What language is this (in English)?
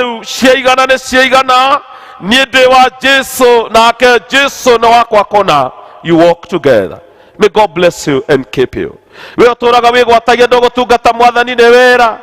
Kikuyu